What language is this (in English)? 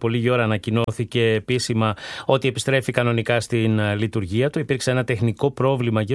Greek